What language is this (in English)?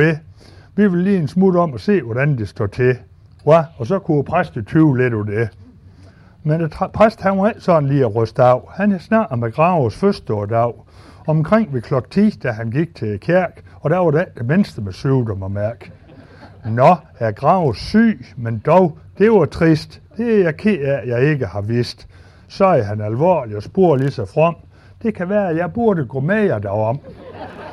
Danish